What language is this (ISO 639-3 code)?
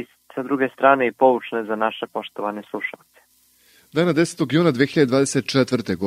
srp